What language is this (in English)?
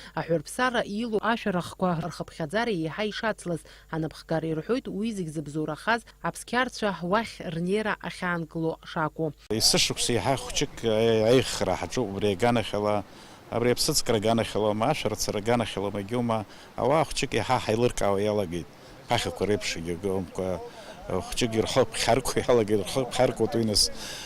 Abkhazian